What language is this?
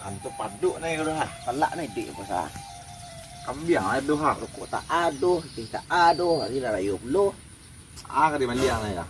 Minangkabau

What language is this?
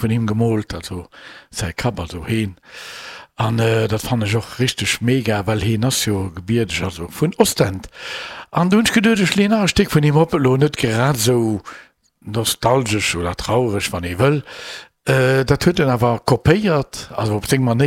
Luxembourgish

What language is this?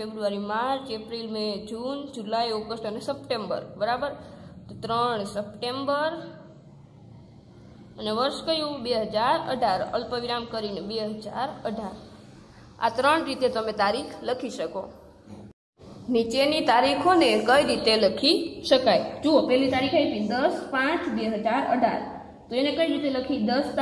Gujarati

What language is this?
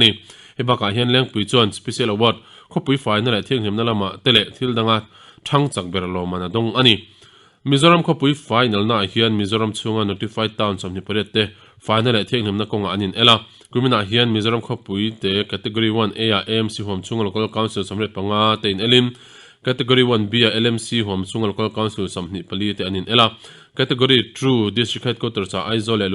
Mizo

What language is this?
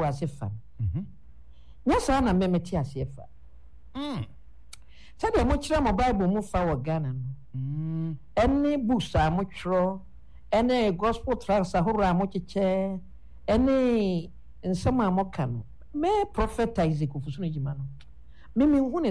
Akan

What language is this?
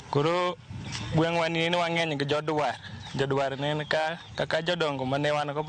Luo (Kenya and Tanzania)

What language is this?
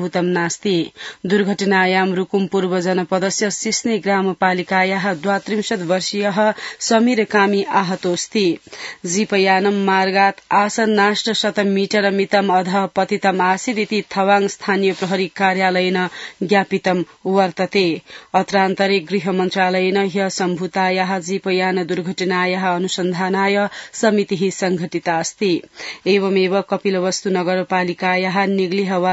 Sanskrit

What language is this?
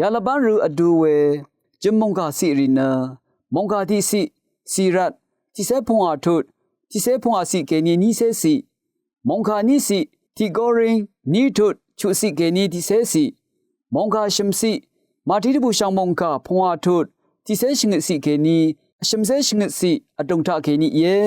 Rawang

